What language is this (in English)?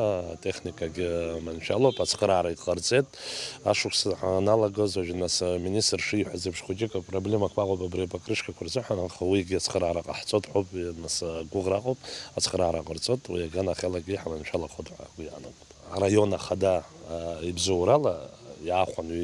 Abkhazian